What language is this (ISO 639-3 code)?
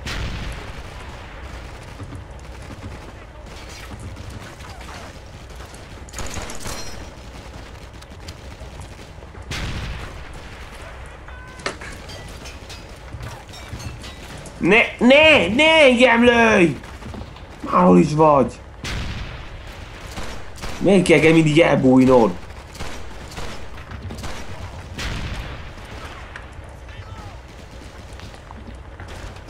hun